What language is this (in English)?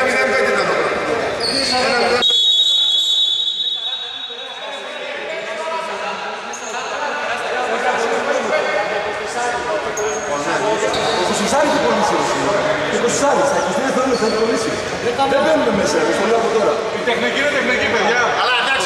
Greek